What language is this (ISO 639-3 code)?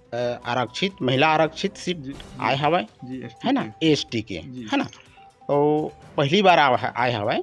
hne